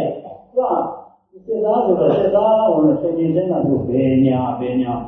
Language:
Burmese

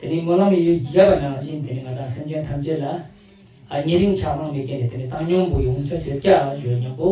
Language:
Ladakhi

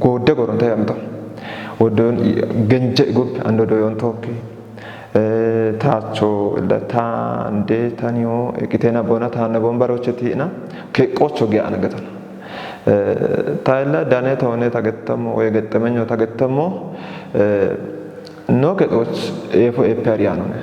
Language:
Kafa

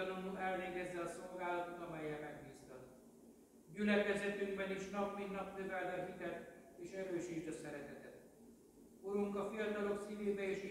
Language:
Hungarian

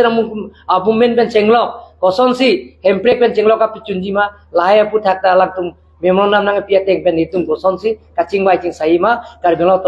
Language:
Karbi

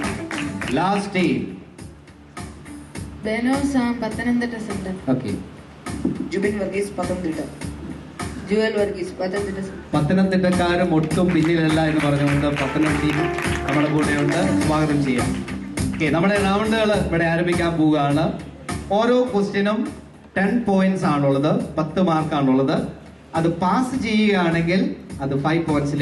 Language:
Malayalam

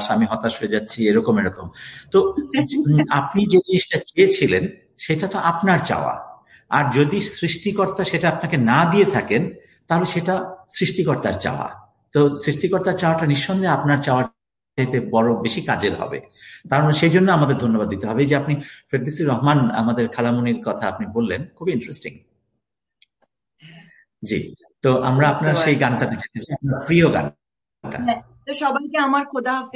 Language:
Bangla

